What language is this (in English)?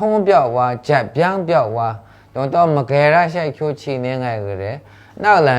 Maru